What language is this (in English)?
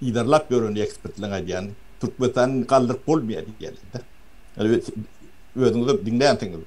Turkmen